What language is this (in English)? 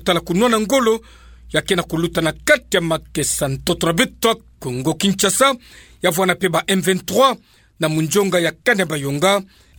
Kituba (Democratic Republic of Congo)